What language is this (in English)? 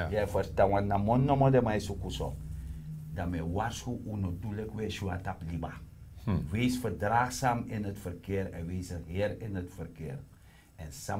Sranan Tongo